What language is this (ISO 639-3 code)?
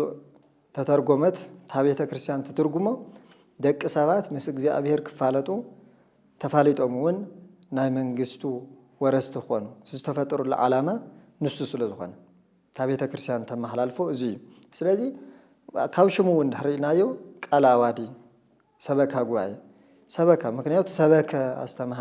tir